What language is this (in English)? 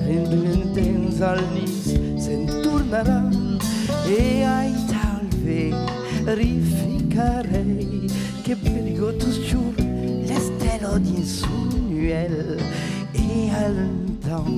Occitan